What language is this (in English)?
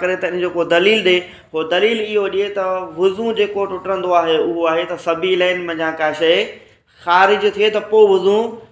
Sindhi